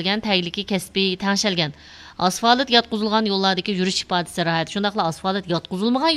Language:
Uyghur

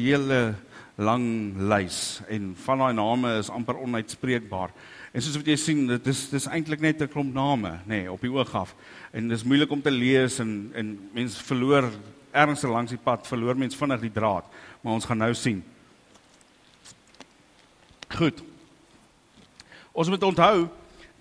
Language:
Afrikaans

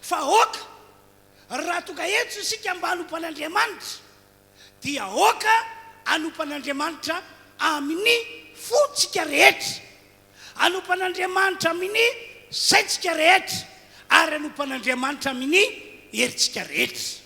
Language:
Malagasy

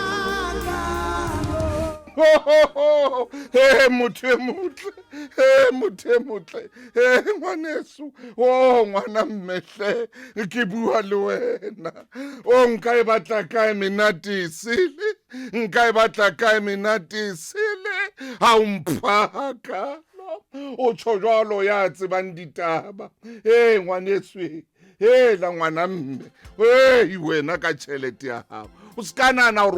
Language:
Southern Sotho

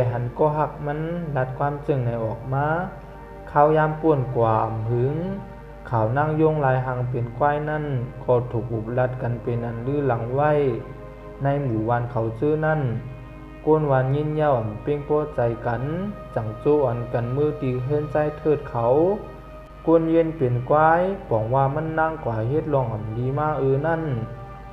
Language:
Shan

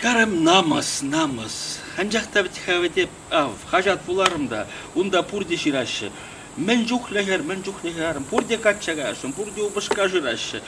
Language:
Chuvash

